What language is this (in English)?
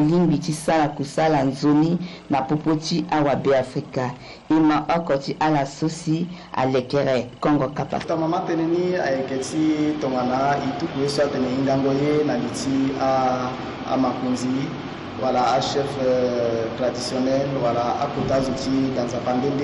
Sango